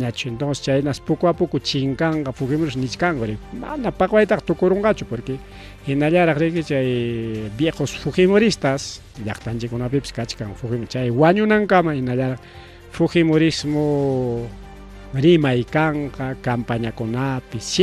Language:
Ayacucho Quechua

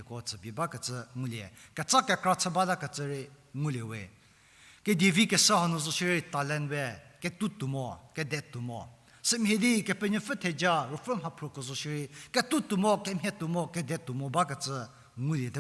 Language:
Angami Naga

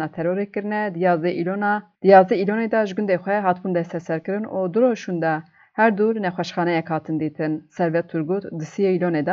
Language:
Kurdish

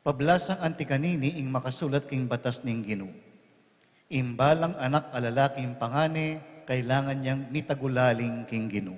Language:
Pampanga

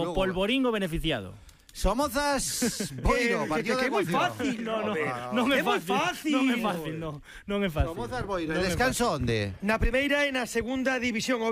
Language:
Galician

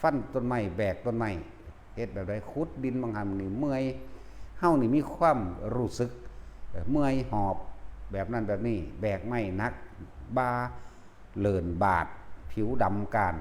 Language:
Northeastern Thai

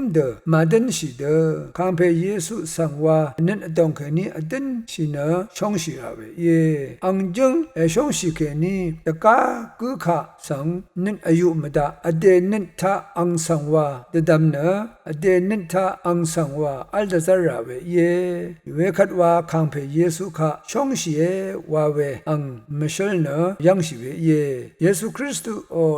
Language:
Rawang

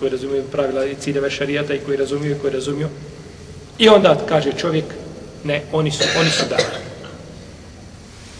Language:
Bosnian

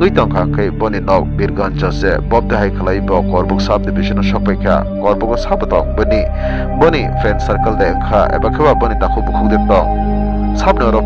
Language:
Kok Borok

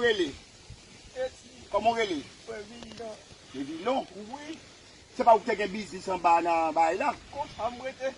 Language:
Haitian Creole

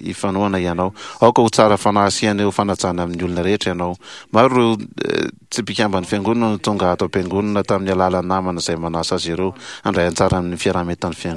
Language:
Malagasy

